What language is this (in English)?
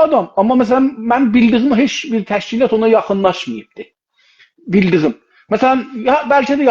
South Azerbaijani